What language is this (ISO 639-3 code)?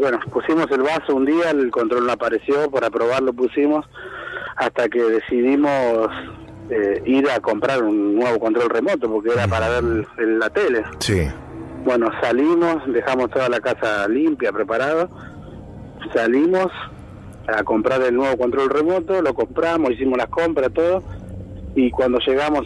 spa